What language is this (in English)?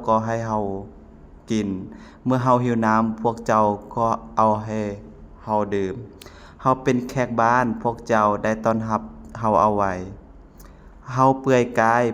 Lao